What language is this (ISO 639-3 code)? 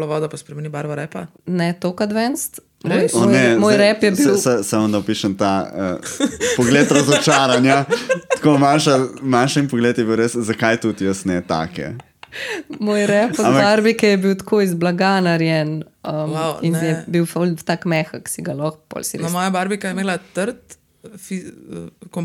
slv